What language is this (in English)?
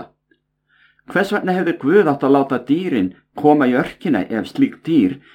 Icelandic